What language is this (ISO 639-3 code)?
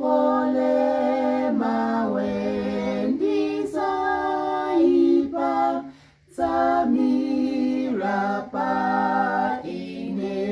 nya